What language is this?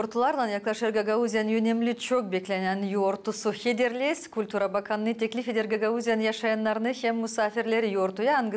Gagauz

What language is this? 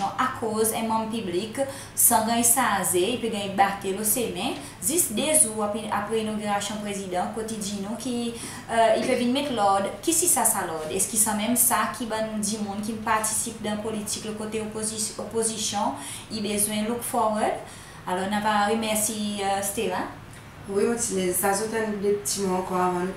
Seselwa Creole French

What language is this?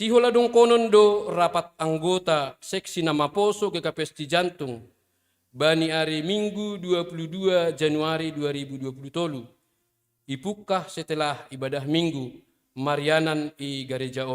Batak Simalungun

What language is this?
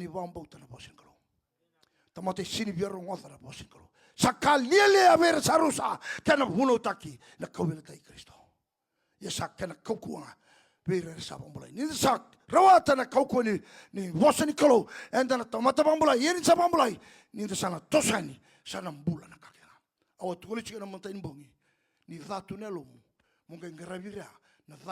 Fijian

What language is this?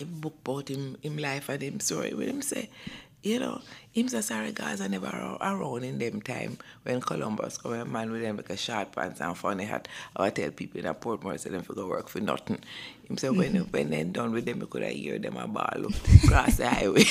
Jamaican Creole English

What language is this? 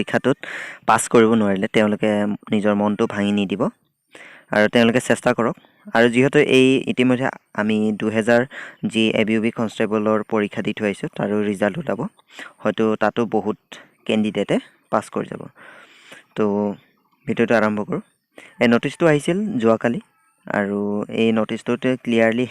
Assamese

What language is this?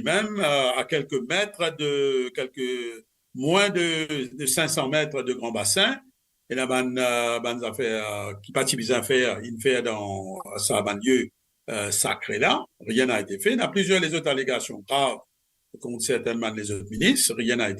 Morisyen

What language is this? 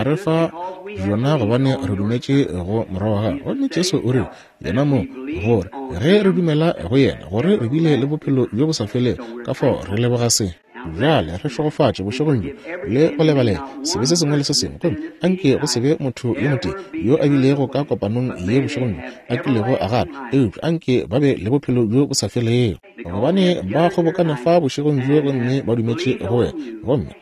Northern Sotho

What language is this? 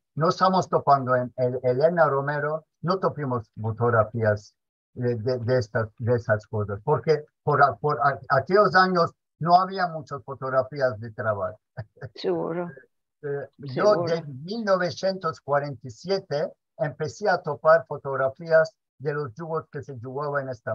Ladino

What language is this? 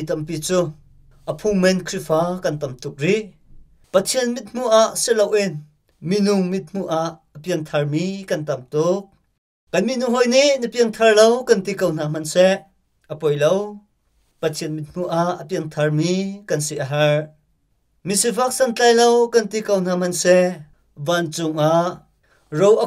Hakha Chin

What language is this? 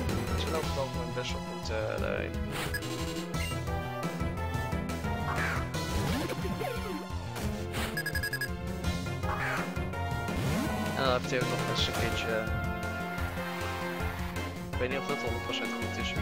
Dutch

